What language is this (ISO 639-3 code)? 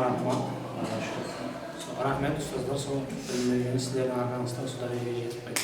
kaa